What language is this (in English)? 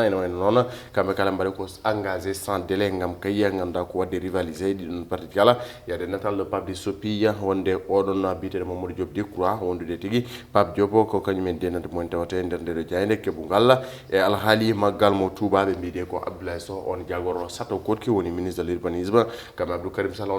Fula